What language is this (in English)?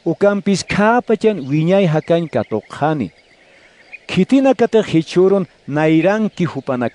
Aymara